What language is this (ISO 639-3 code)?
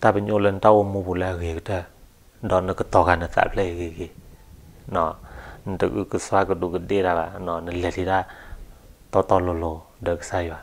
ksw